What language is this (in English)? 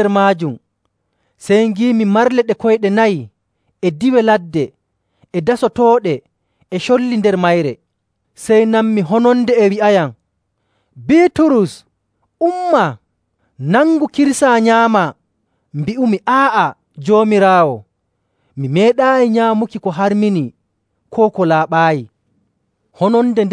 Nigerian Fulfulde